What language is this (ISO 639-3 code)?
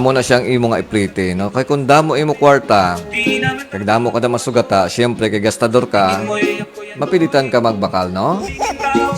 hil